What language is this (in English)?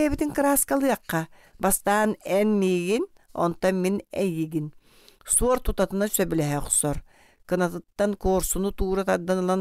Yakut